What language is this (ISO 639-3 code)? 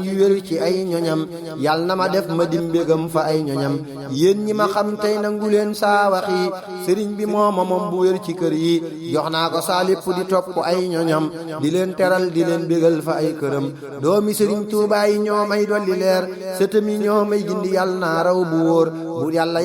wol